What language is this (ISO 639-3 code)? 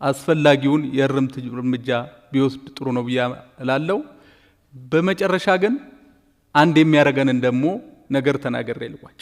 amh